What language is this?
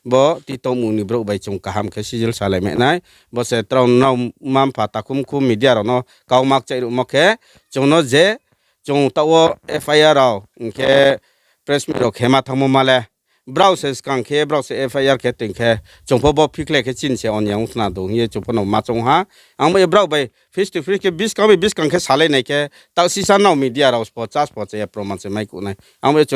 Riang (India)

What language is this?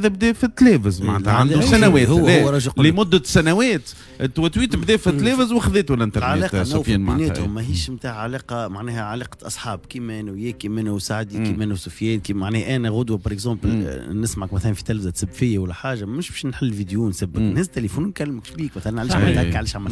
Tunisian Arabic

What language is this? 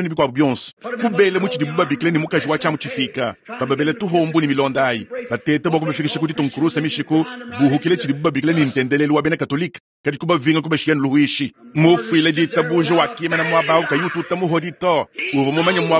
Luba-Lulua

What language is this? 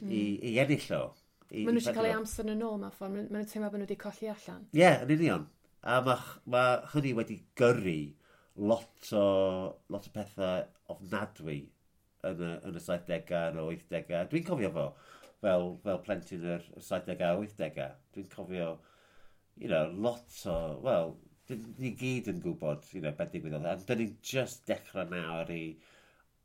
Welsh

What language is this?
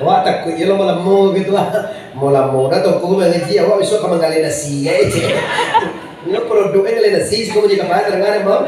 Minangkabau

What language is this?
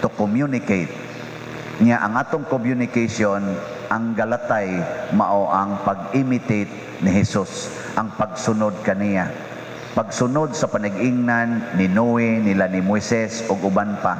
Cebuano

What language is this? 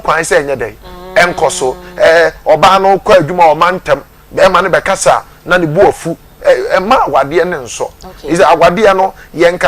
Akan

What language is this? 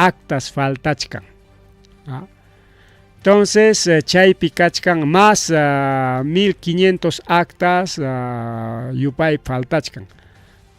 Ayacucho Quechua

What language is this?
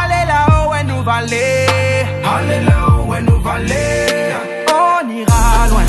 Réunion Creole French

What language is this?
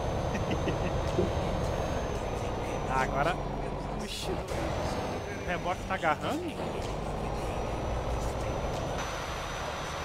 Portuguese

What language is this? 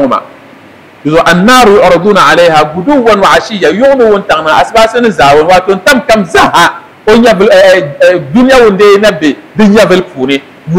Dagbani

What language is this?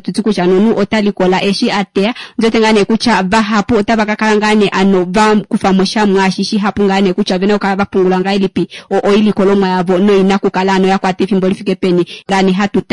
Kuanyama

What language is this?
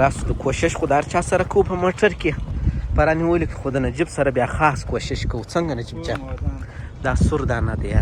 Pashto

